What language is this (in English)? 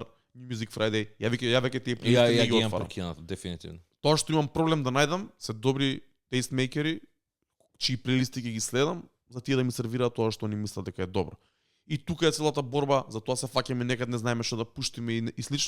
Macedonian